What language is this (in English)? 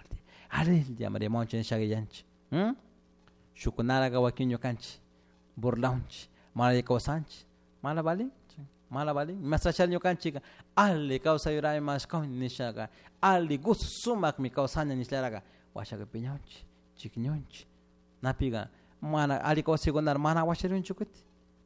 Chimborazo Highland Quichua